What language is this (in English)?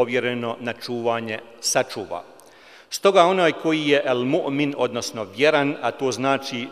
Bosnian